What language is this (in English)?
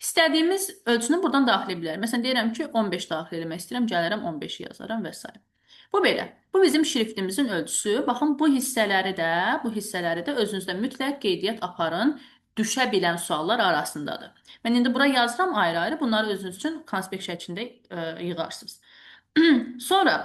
Azerbaijani